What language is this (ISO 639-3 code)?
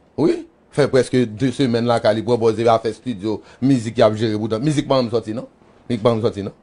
hat